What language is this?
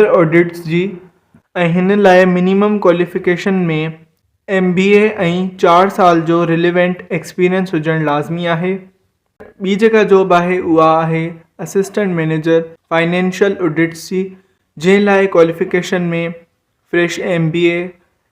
Sindhi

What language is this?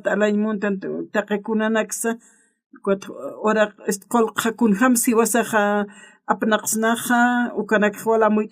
Aymara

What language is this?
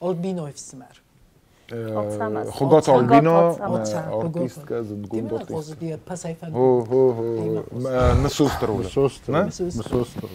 Ossetic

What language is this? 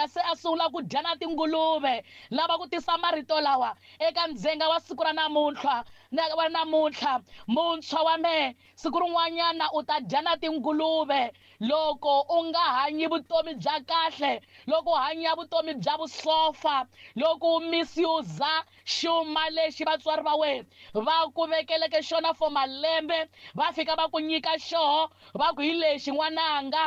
Tsonga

